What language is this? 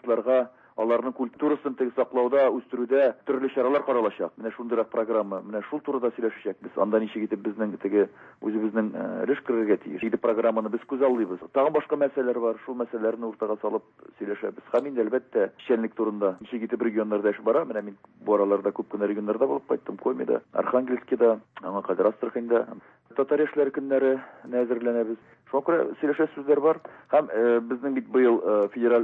Tatar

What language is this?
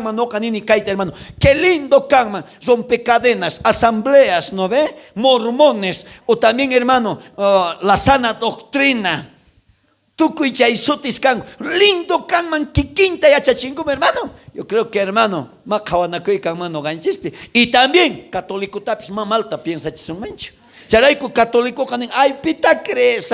South Bolivian Quechua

